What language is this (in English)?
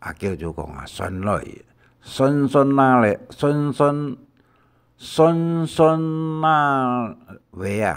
Hakka Chinese